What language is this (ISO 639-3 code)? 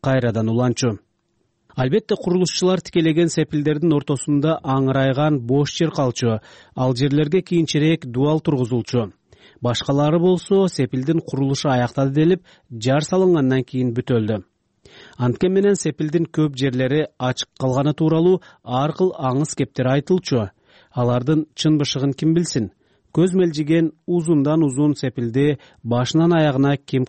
kir